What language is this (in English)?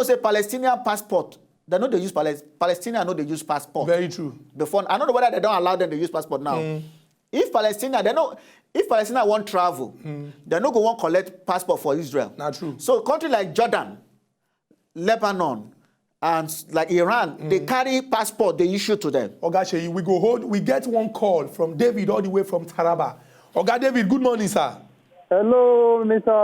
Nigerian Pidgin